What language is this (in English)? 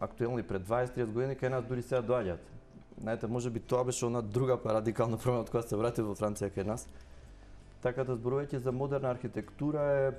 Macedonian